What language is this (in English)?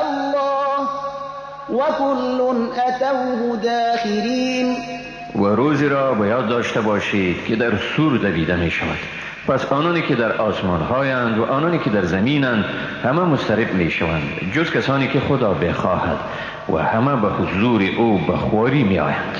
Persian